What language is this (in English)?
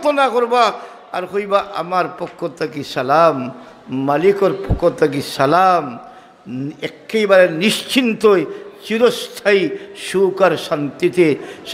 Sylheti